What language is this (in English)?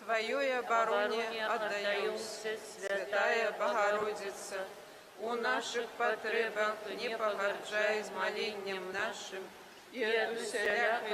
Belarusian